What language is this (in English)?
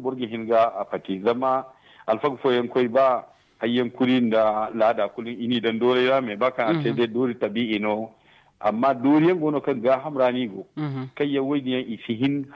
Zarma